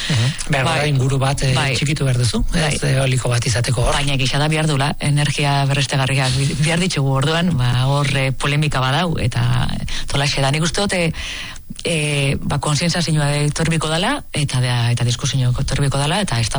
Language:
Basque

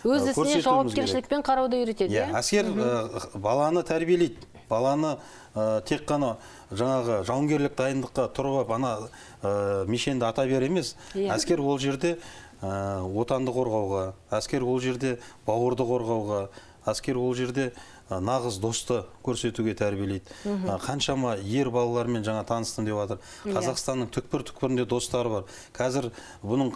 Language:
Kazakh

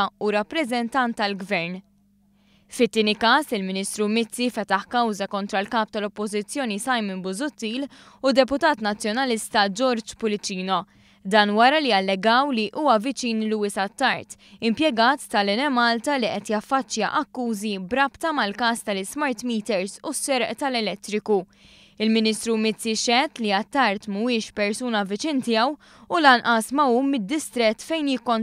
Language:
Maltese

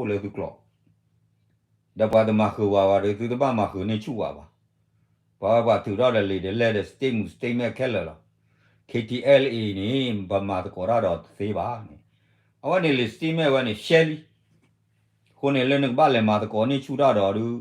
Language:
S'gaw Karen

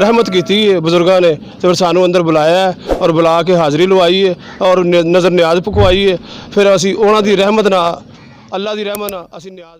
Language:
Saraiki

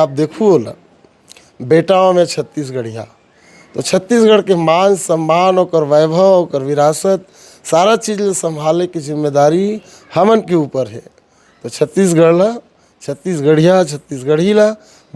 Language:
Chhattisgarhi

